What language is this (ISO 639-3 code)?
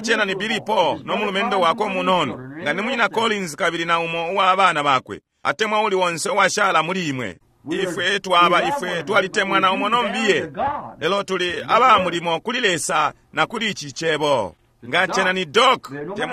bem